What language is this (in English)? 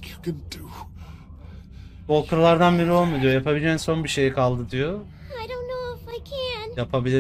Turkish